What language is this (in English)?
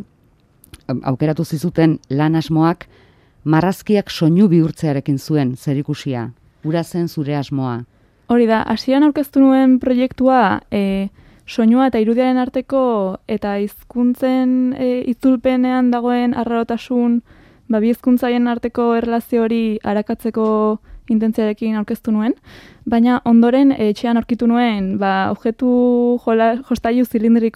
Basque